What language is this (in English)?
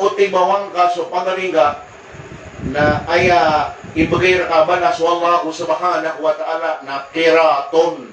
Maranao